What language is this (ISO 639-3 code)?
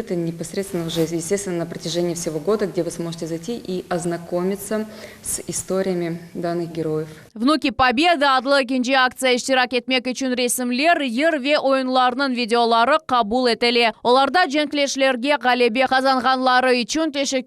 crh